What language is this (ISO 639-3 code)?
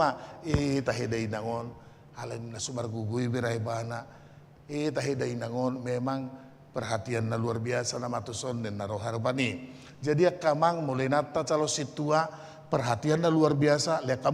bbc